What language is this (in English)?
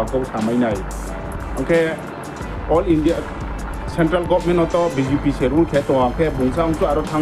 Riang (India)